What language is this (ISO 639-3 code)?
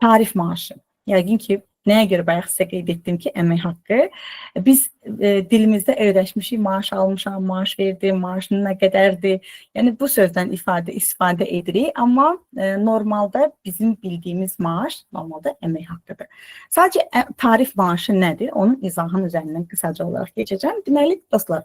aze